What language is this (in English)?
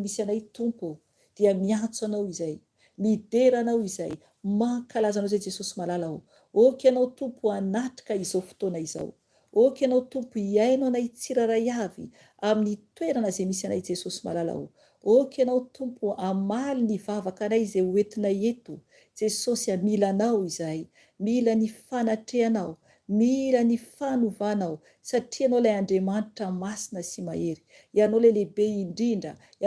Malagasy